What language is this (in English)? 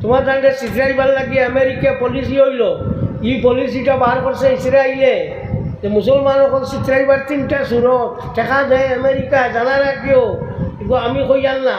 Sylheti